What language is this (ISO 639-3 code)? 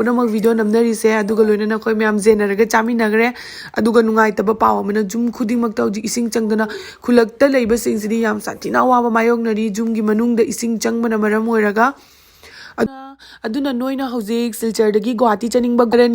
mni